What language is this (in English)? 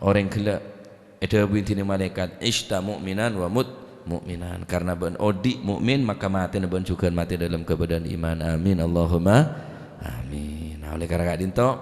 Madurese